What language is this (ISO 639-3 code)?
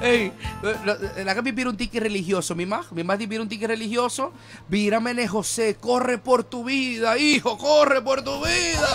pap